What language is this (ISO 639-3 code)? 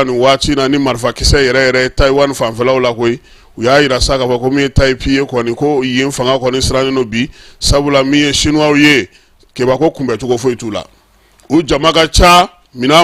bam